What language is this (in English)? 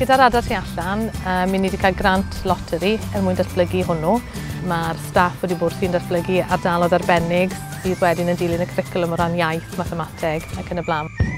Welsh